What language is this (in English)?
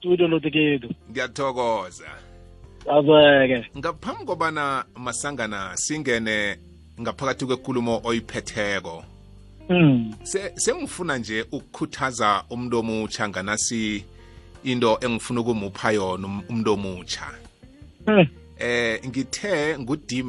South Ndebele